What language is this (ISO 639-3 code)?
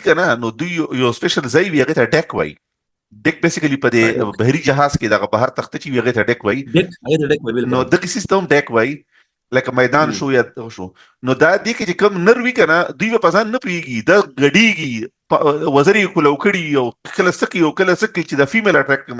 pus